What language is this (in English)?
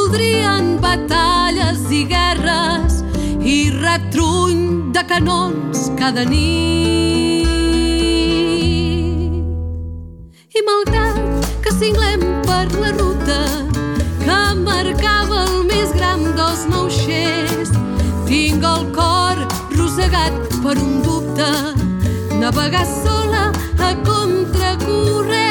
Catalan